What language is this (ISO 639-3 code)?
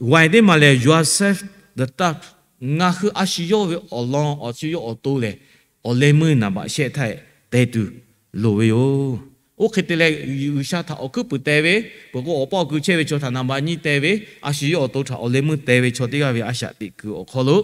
lhu